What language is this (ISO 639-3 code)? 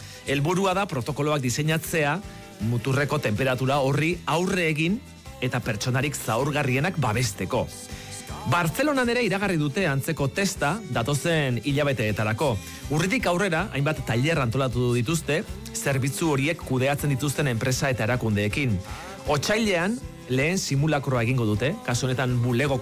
eus